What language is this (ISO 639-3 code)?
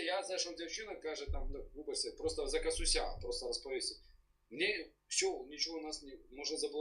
bel